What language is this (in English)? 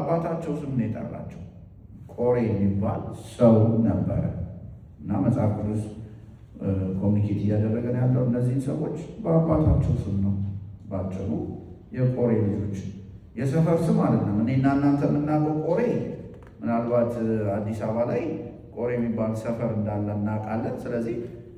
Amharic